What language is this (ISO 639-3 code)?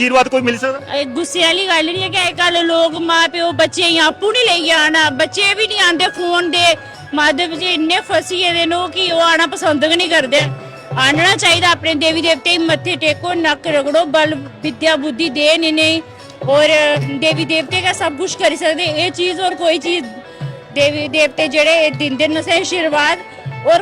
doi